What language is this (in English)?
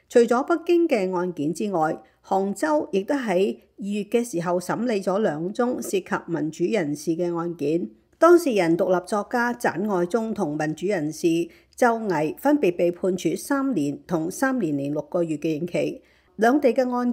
Cantonese